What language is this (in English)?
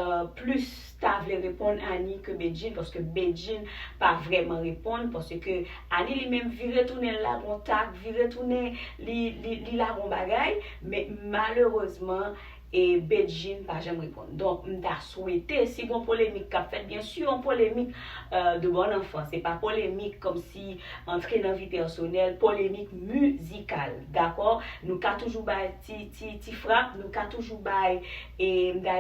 Haitian Creole